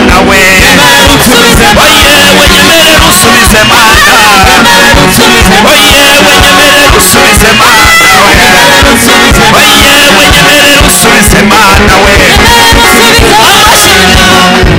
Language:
Kinyarwanda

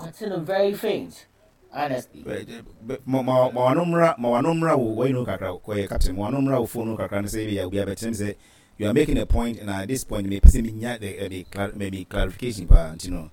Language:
Akan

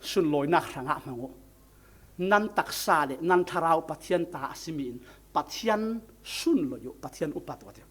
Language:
Falam Chin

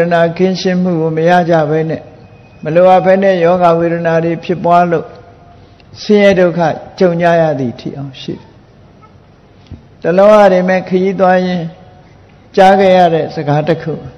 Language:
Burmese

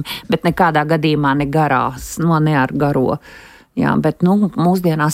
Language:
Latvian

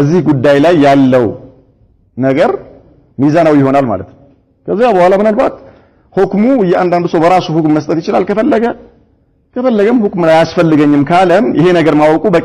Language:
Amharic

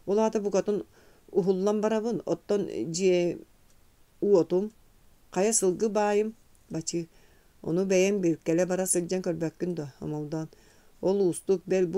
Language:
Yakut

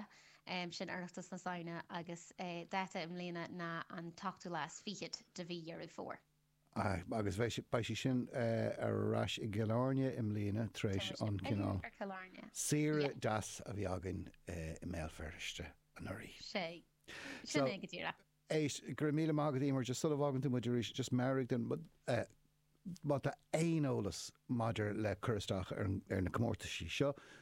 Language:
Irish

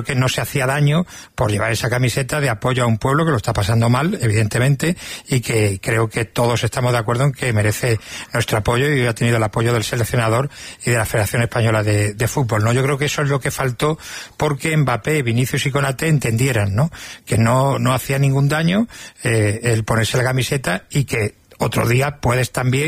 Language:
Spanish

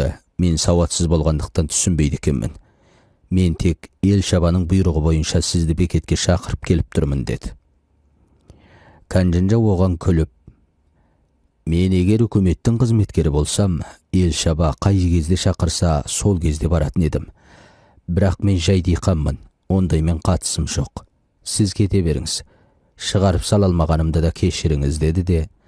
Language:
Kazakh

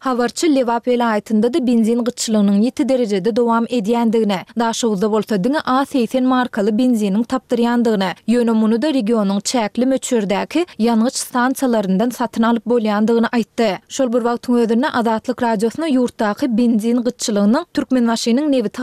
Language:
Turkmen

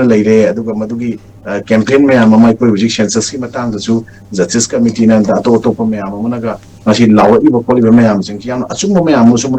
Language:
Manipuri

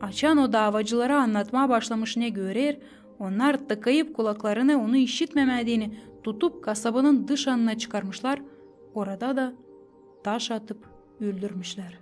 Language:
Gagauz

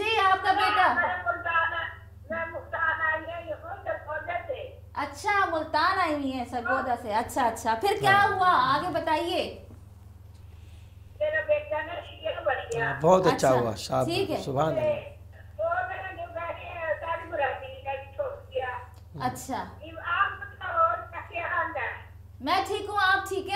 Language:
Urdu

